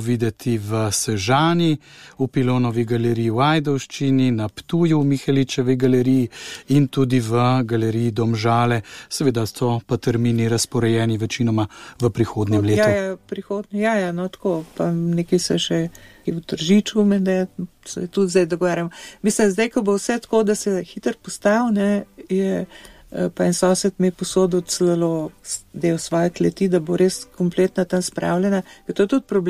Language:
Slovenian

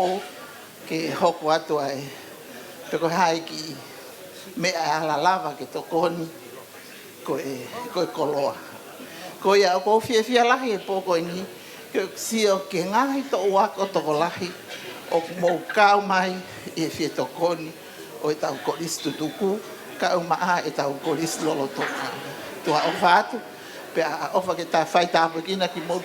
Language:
Tongan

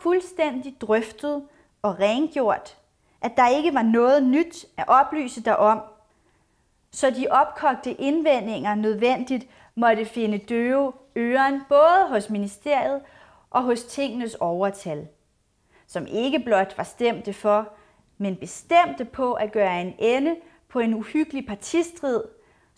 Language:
Danish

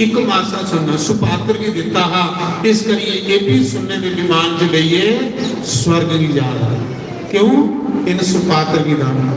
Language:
Dogri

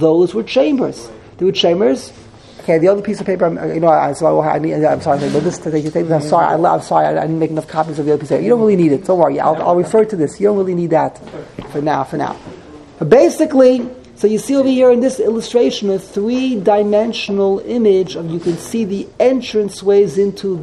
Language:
English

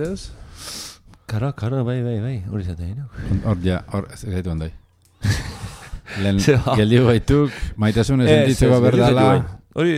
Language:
Basque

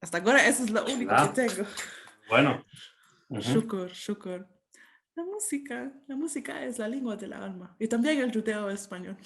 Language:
Ladino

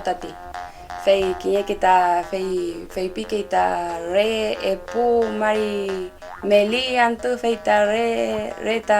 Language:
Mapuche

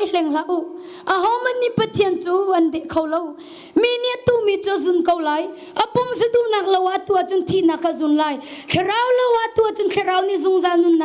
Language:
Hakha Chin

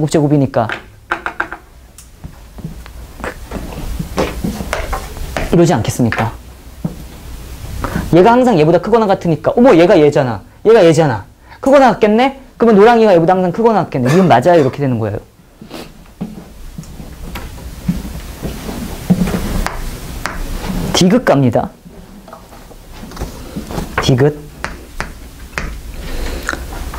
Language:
Korean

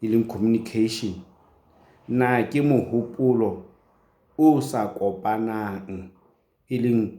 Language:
Southern Sotho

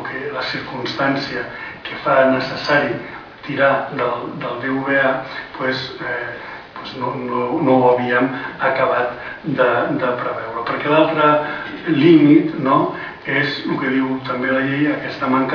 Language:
Catalan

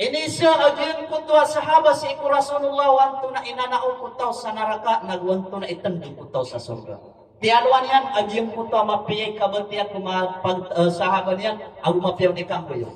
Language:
Maranao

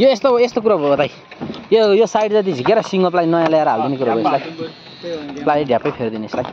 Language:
Nepali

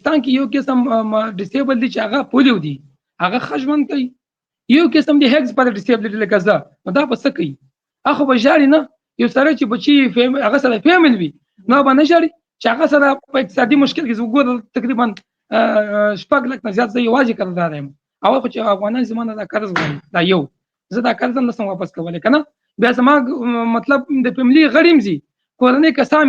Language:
Pashto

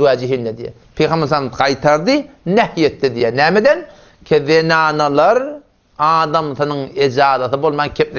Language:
Turkmen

